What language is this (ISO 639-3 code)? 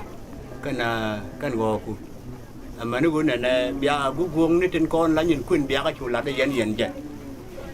nus